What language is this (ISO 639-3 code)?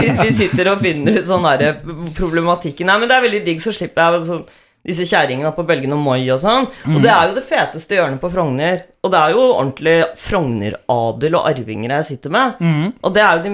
nor